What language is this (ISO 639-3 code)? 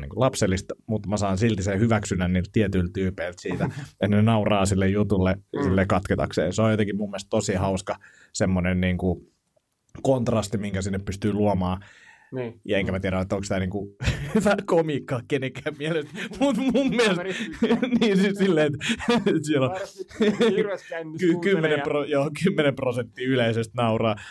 fin